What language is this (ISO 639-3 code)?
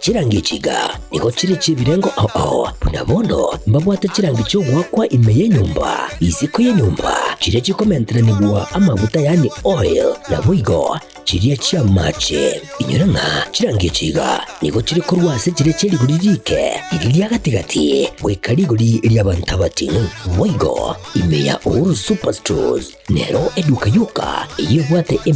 guz